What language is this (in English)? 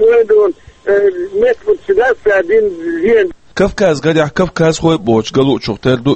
Chechen